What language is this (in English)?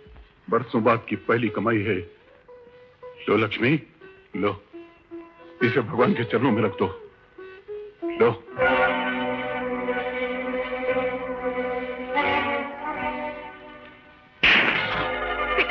Hindi